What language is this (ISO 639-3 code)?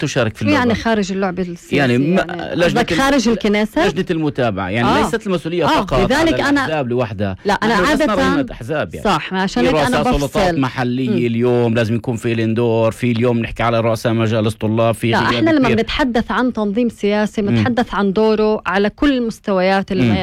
apc